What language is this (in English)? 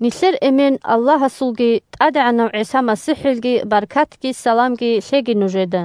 Avaric